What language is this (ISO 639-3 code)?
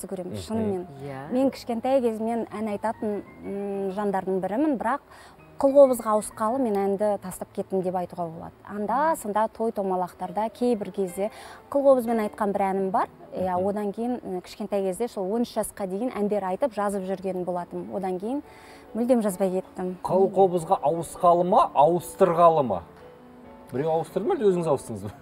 kaz